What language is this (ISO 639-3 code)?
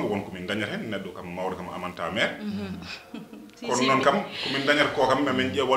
ful